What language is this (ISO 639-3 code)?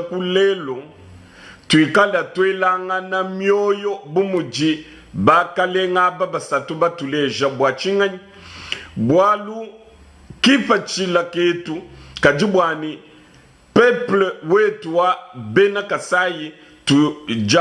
lua